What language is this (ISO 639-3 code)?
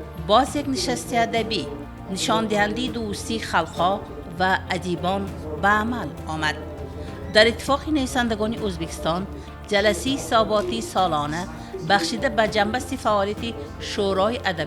tgk